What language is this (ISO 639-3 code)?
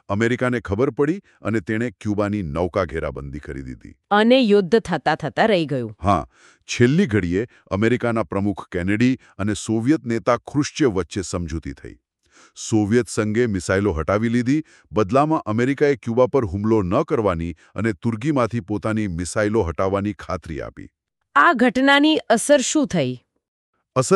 guj